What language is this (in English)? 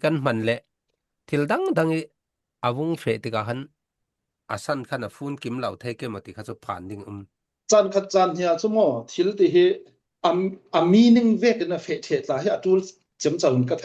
Falam Chin